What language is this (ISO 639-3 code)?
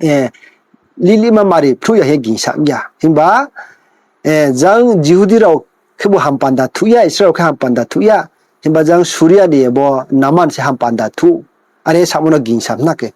ria